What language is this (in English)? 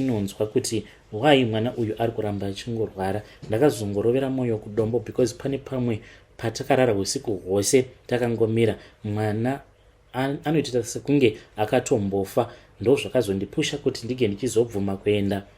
Shona